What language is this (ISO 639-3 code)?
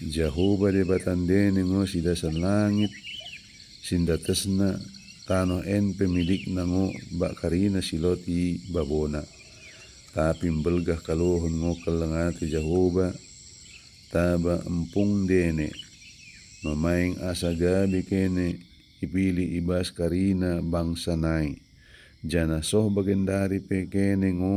btd